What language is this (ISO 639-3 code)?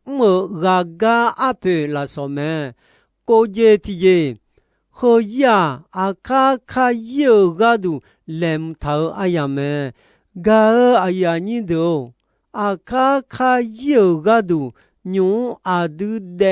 ahk